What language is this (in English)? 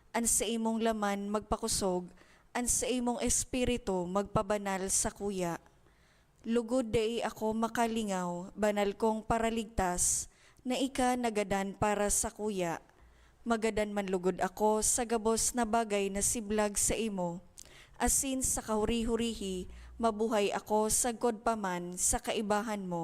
Bikol